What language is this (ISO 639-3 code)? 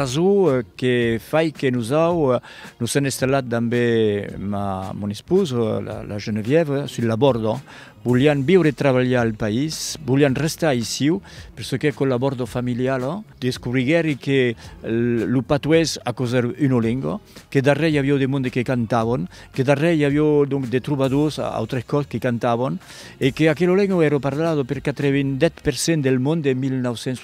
oci